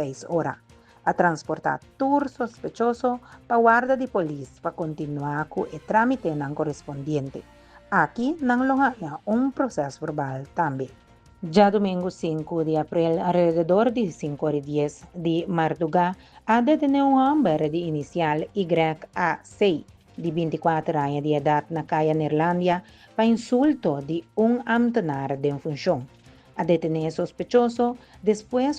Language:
Papiamento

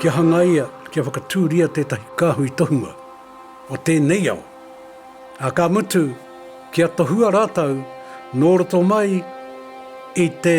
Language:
Māori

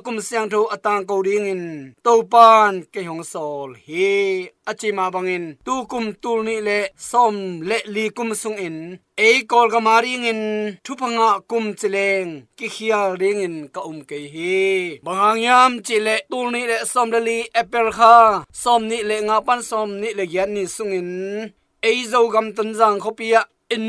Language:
Tedim Chin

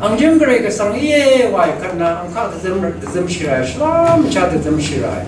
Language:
Rawang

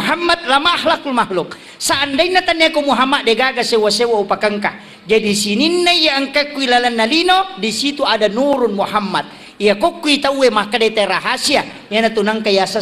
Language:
Buginese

